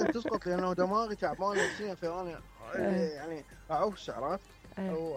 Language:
Mesopotamian Arabic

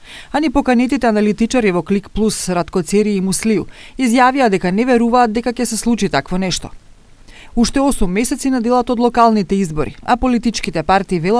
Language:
Macedonian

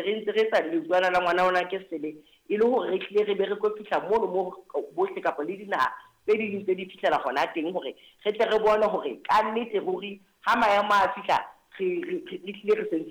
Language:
Southern Sotho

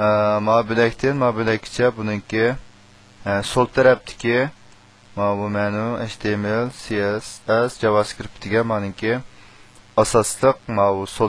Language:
Uyghur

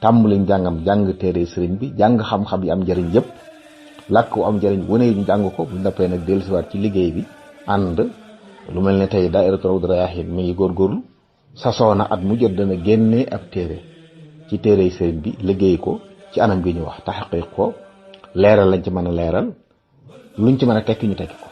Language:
Wolof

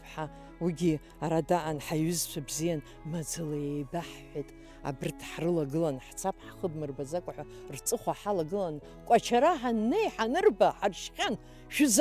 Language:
Abkhazian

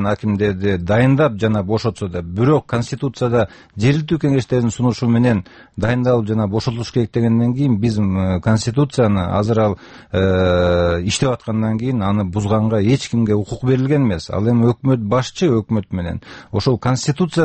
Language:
Kyrgyz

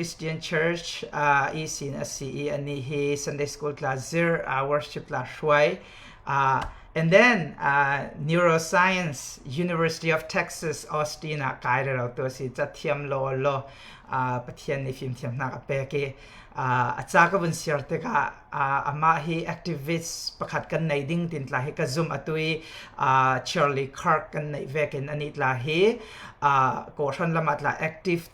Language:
Falam Chin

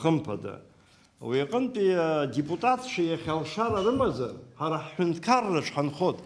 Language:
Abkhazian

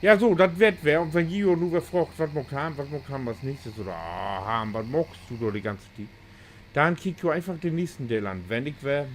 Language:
Low German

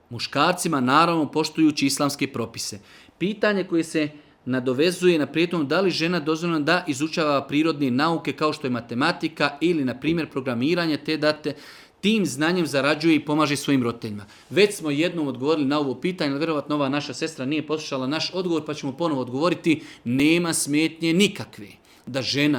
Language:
Serbian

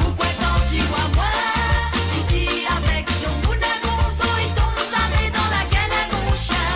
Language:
Morisyen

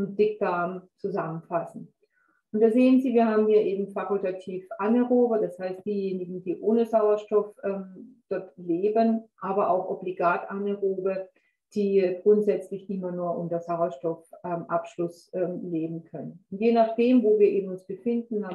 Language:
German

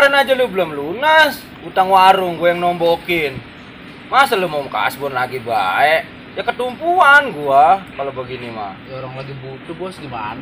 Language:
Betawi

